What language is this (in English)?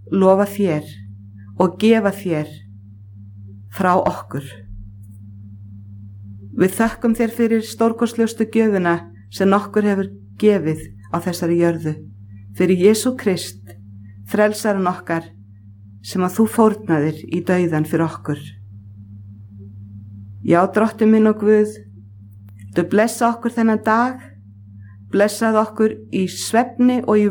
Icelandic